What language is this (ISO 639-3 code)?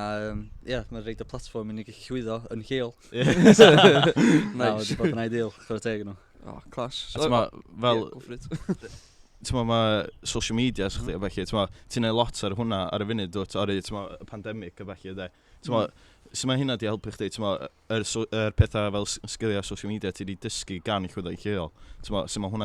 cym